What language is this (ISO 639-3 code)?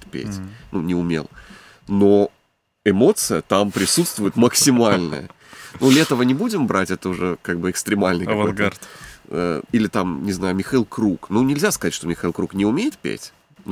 rus